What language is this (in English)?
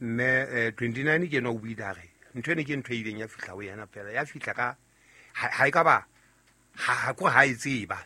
Southern Sotho